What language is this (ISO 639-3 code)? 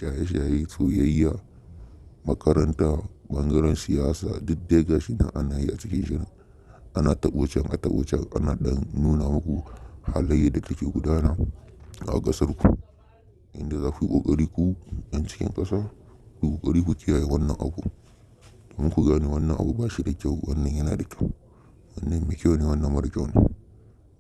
hau